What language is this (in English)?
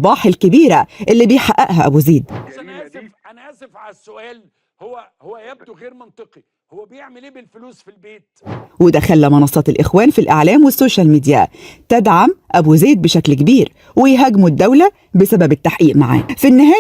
Egyptian Arabic